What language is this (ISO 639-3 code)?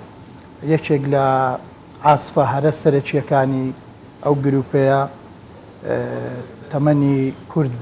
ckb